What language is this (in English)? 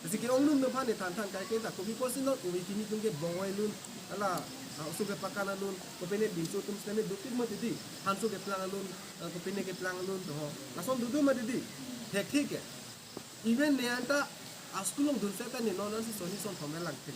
Karbi